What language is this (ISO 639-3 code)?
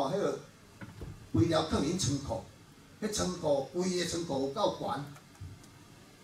nan